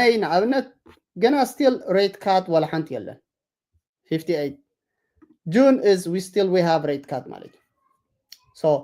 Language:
Tigrinya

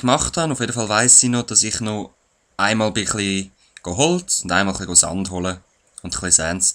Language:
Swiss German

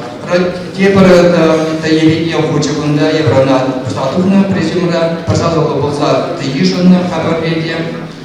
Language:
Chuvash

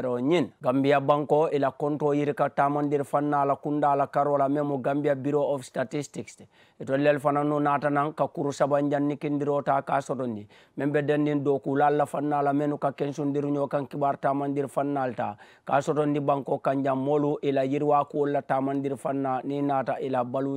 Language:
Mandingo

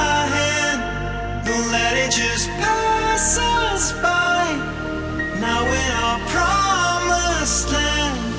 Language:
English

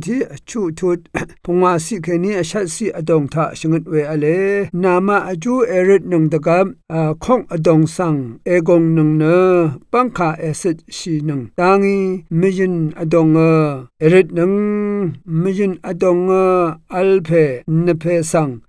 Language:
Rawang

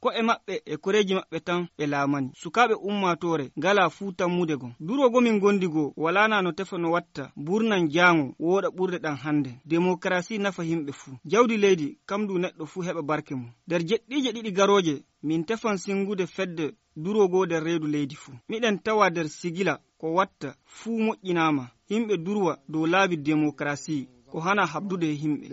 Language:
Nigerian Fulfulde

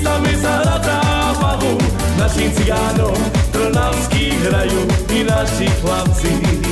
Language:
Slovak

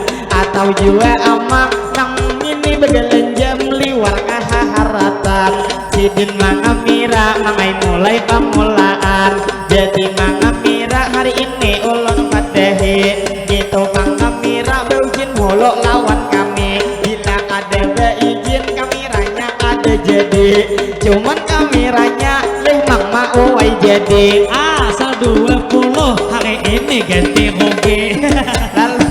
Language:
Banjar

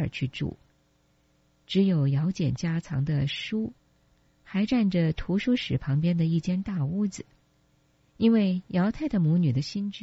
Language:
Chinese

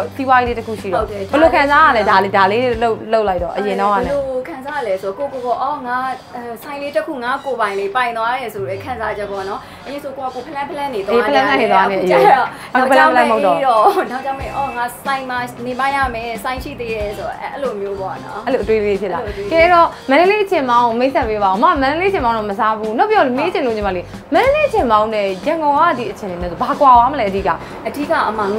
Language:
Burmese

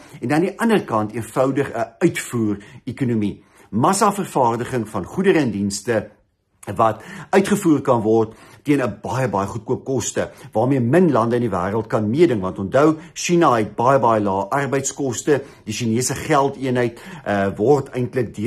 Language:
Afrikaans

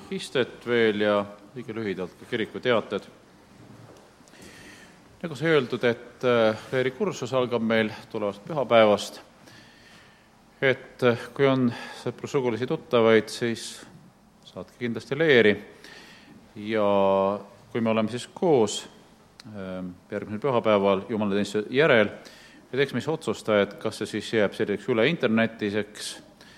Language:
Estonian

